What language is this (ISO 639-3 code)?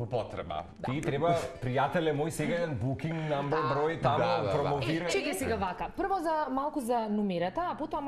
mkd